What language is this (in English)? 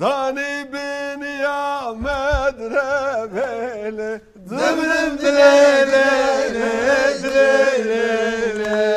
Kurdish